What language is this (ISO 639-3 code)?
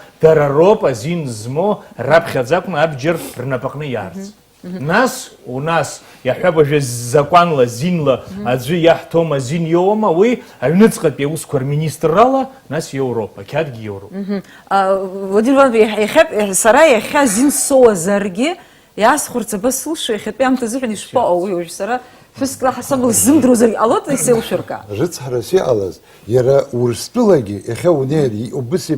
abk